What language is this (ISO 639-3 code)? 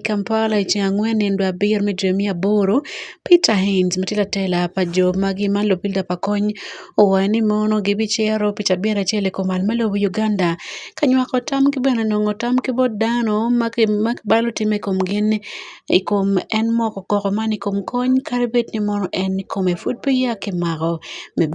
ach